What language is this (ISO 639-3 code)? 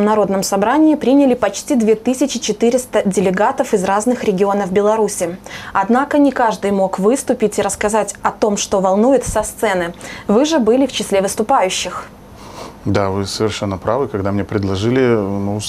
rus